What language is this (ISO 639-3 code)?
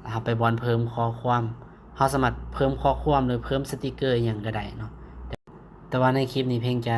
lao